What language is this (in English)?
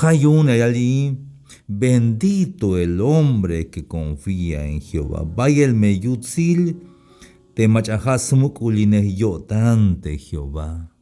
Tzeltal